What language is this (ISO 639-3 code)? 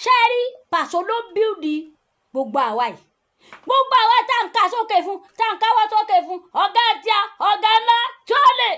yor